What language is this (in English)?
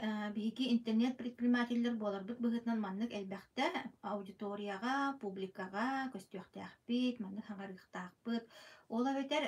Yakut